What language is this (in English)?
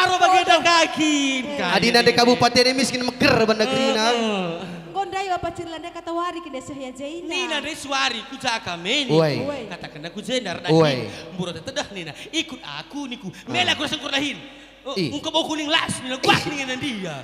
Batak Karo